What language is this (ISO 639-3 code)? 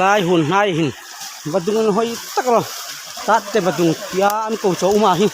hmr